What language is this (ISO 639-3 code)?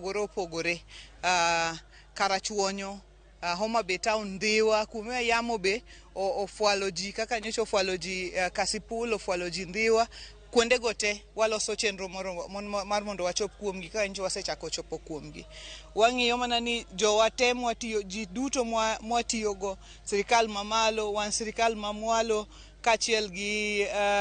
luo